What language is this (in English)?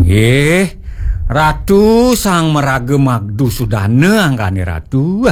Balinese